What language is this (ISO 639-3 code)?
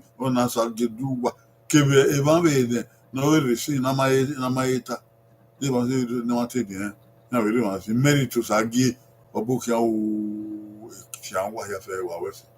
bin